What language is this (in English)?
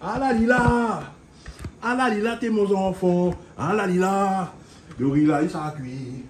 Réunion Creole French